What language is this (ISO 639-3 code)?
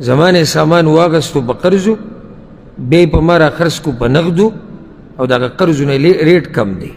pus